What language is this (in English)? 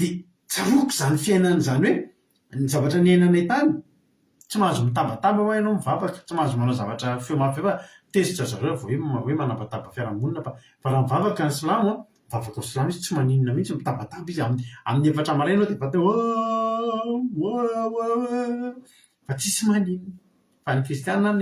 Malagasy